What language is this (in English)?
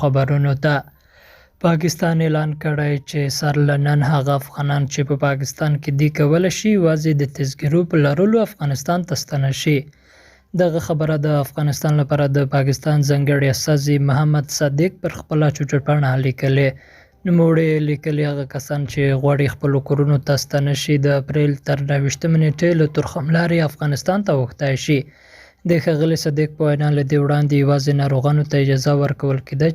Pashto